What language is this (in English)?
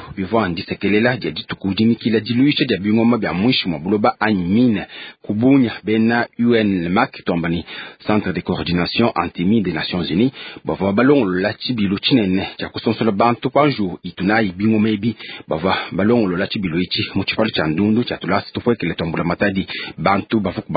Luba-Lulua